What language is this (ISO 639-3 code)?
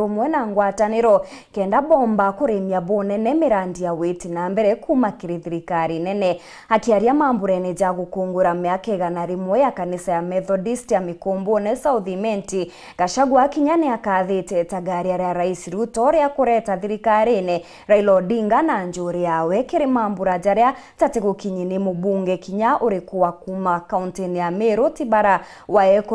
mer